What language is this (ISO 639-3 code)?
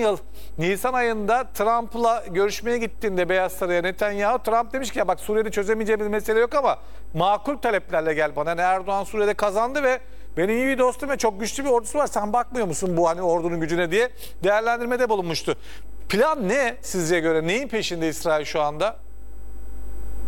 tur